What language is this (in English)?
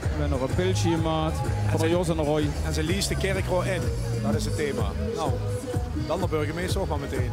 Limburgish